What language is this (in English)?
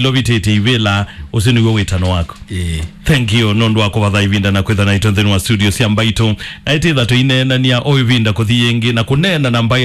Kamba